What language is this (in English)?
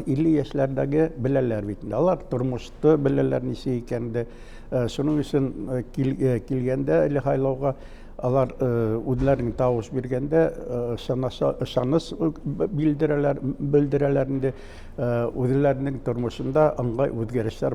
Bashkir